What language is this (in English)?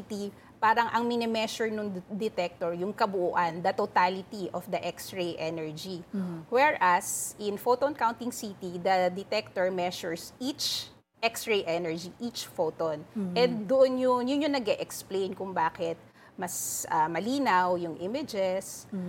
Filipino